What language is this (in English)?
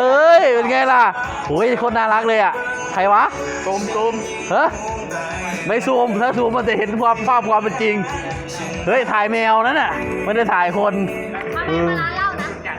Lao